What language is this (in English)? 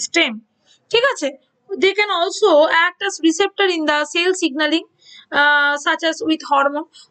Bangla